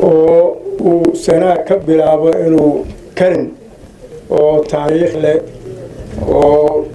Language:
Somali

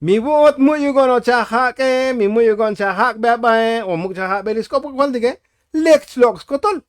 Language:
Tzotzil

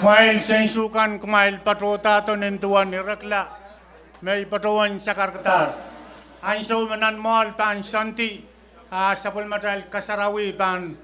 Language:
Pohnpeian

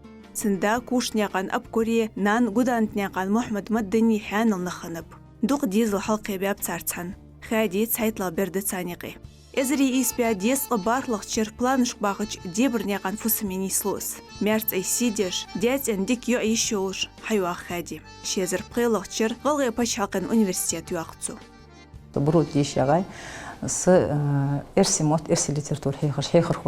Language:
Ingush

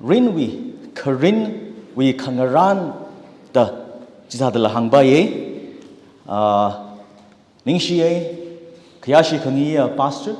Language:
Tangkhul Naga (India)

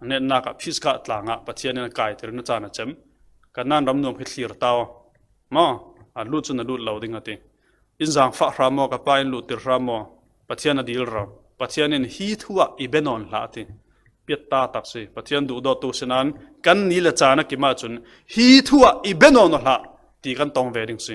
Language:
Falam Chin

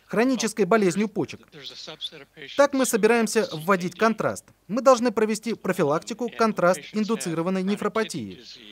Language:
Russian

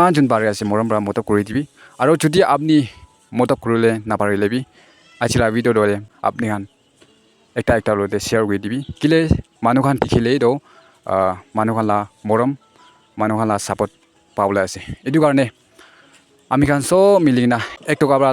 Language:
Naga Pidgin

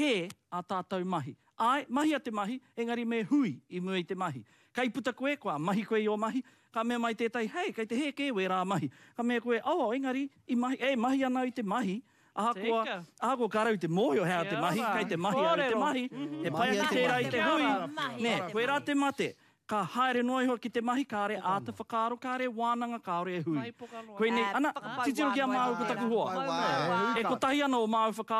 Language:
Māori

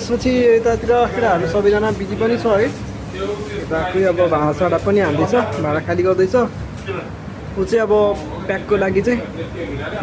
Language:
Nepali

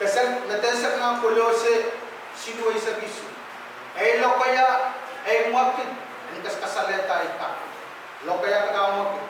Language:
Pohnpeian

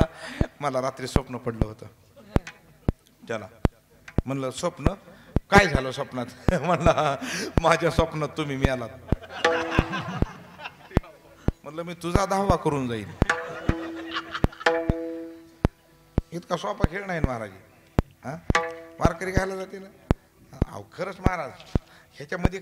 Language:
Marathi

